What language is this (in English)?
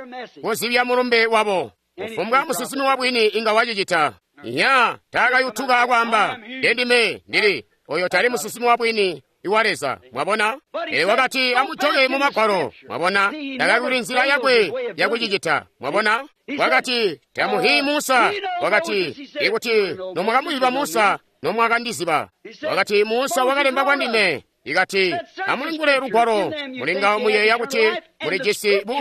Tonga (Zambia)